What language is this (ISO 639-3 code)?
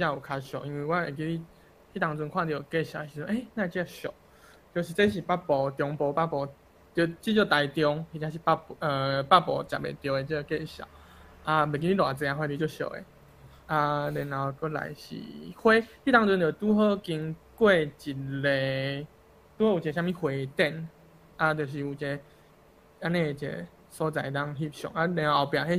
nan